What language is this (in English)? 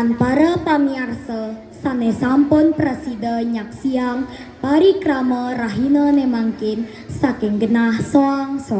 Balinese